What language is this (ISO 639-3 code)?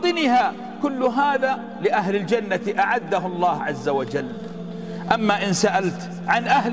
ara